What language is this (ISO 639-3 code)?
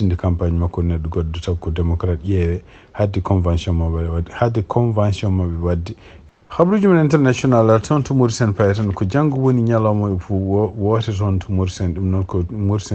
ful